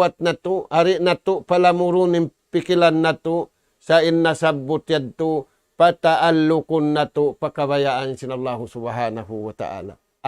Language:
Tausug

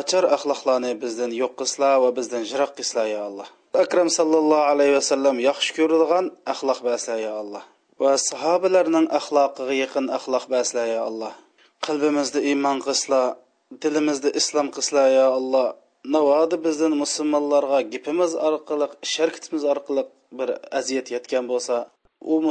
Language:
Uyghur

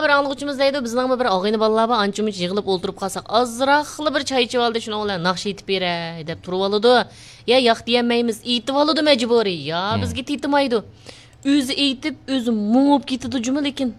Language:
Uyghur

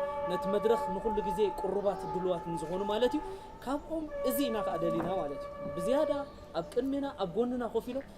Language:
Tigrinya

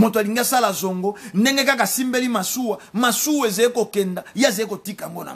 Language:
Lingala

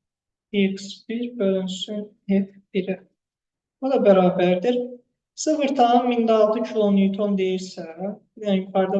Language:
Azerbaijani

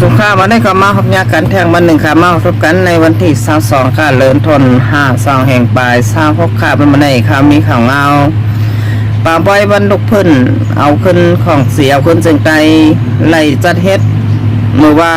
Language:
Shan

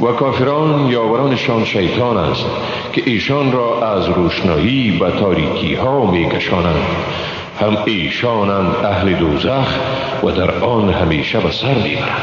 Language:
Persian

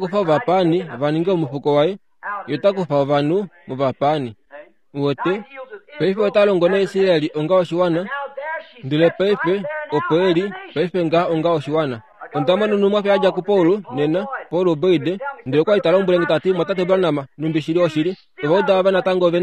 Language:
Kuanyama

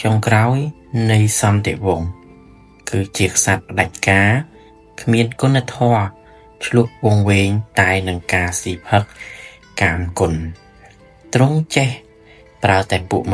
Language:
Khmer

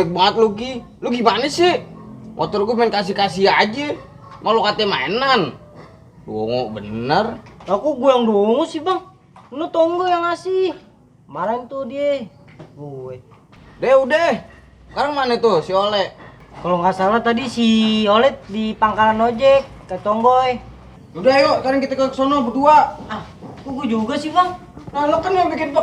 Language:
Betawi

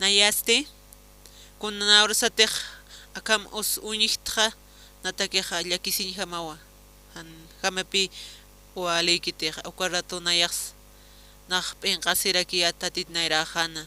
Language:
Aymara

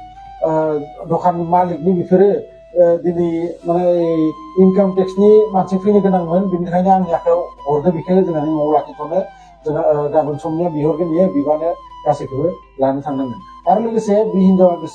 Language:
Bodo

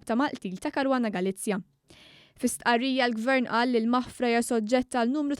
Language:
Maltese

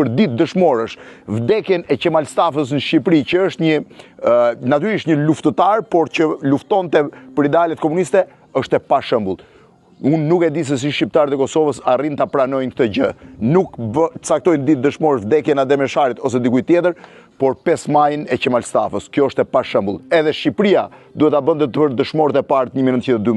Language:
Albanian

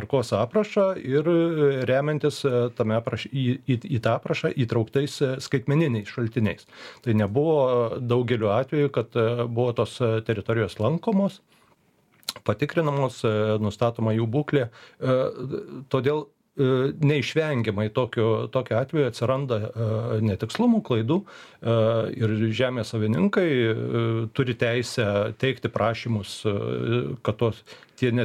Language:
Lithuanian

